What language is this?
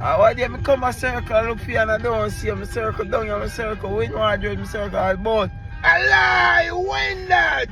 Jamaican Creole English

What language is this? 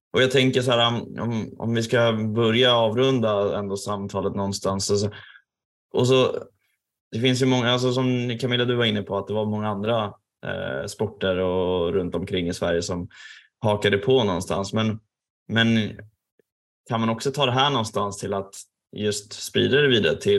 Swedish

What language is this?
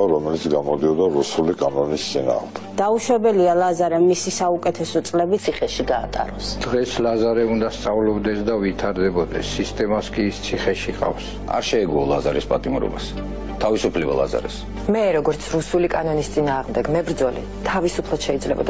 Georgian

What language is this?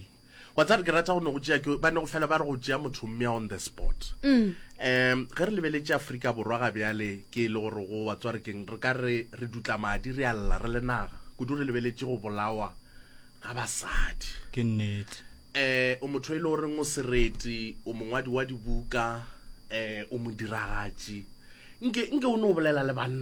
Northern Sotho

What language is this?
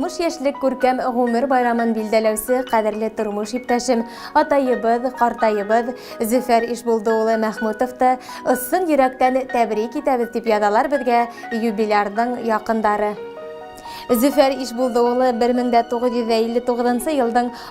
Bashkir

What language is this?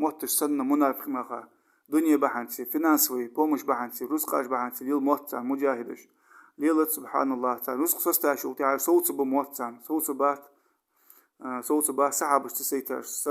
Ingush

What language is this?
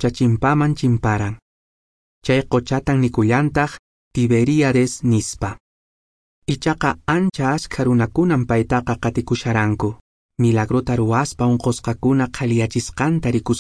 Quechua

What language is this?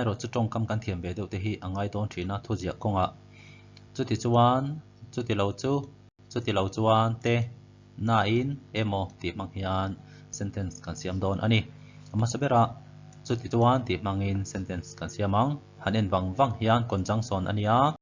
Mizo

